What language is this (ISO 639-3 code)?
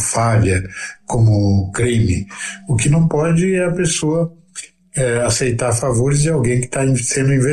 por